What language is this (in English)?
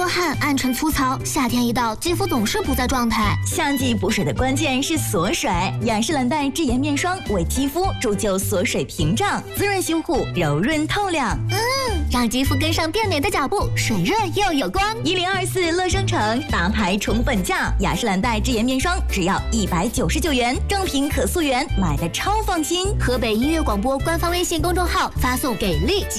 Chinese